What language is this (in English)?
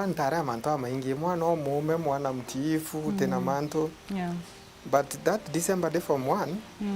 Meru